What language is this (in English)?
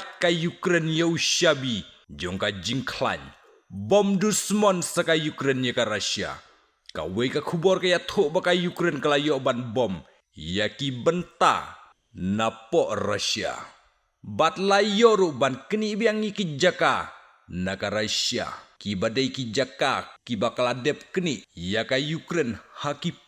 Khasi